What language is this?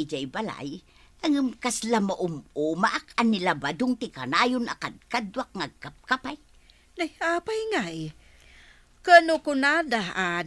Iloko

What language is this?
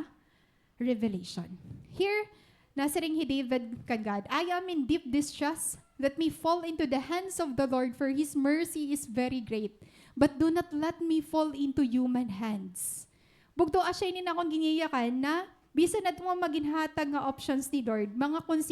Waray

